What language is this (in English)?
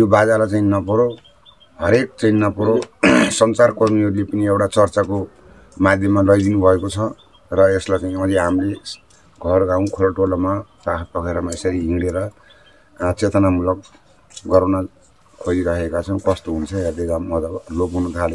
Nepali